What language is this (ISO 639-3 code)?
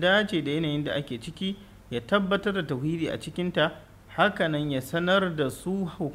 hau